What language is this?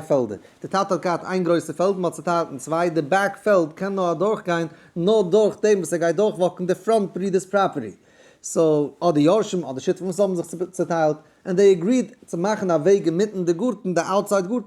Yiddish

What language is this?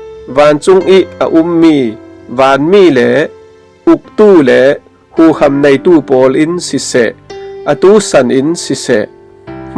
Falam Chin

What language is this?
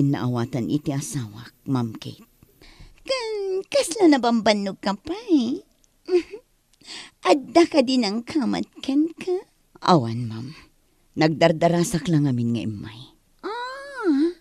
Iloko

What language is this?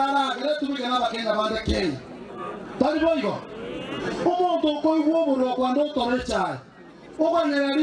Gusii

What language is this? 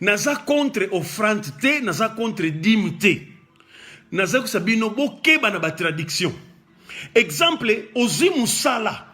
Lingala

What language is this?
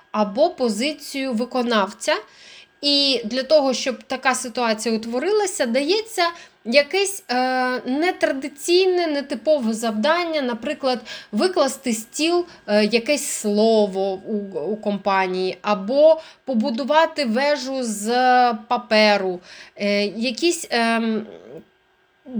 Ukrainian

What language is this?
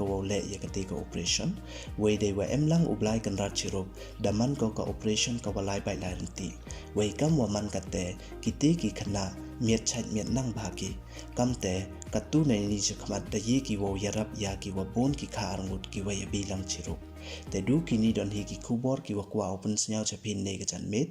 Pnar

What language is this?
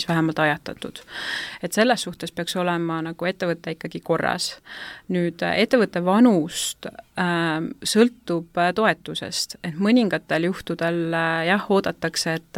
Estonian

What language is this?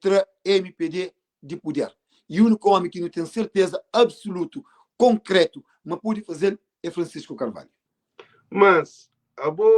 Kabuverdianu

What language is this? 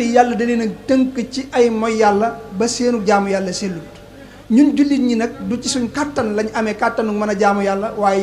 Wolof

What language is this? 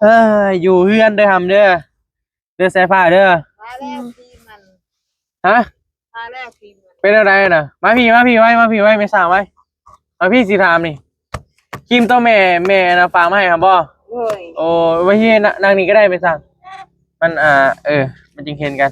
Northeastern Thai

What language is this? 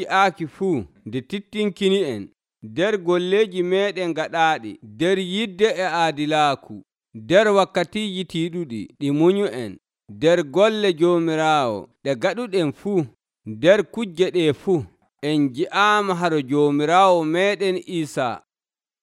Nigerian Fulfulde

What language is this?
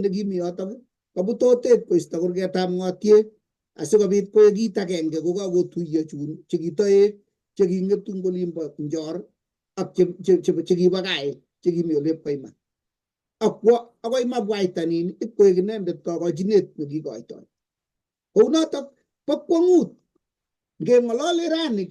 Kalenjin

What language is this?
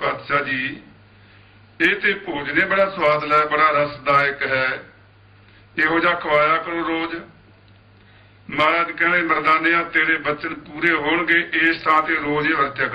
Punjabi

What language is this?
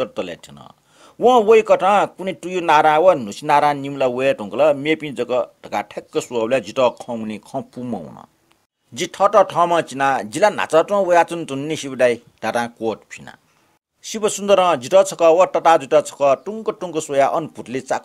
Newari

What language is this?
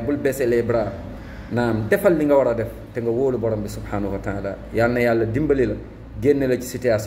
Wolof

